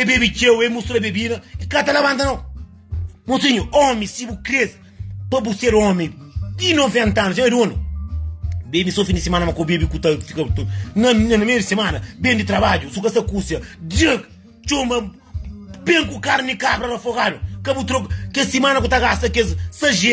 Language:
Kabuverdianu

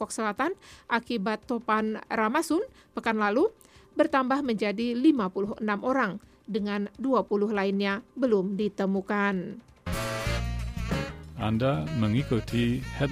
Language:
Indonesian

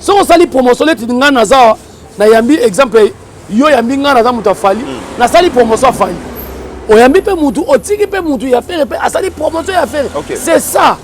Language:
Lingala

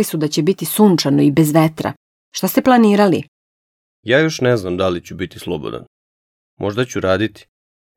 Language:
Serbian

